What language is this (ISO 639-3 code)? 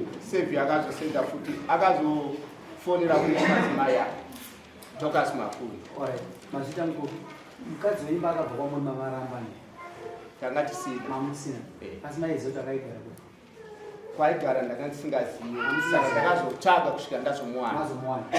sna